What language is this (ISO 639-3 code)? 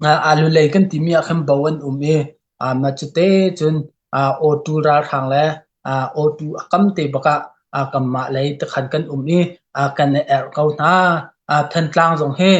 cnh